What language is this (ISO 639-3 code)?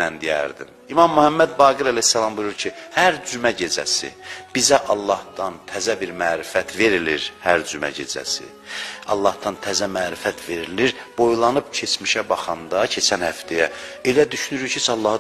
aze